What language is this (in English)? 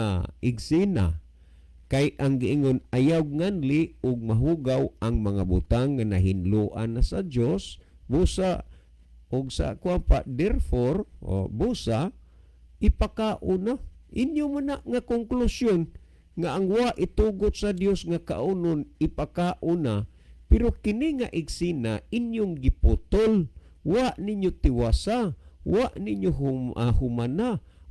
Cebuano